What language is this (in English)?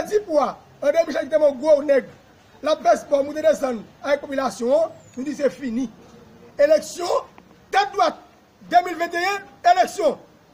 Haitian Creole